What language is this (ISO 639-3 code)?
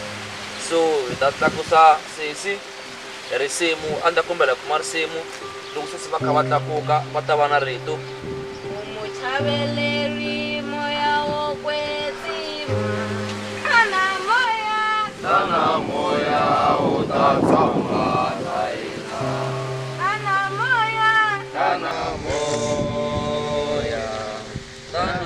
tso